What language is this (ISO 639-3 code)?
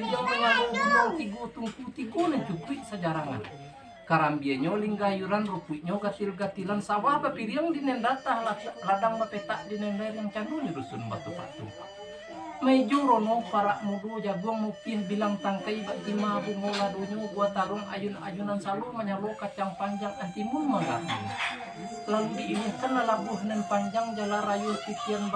min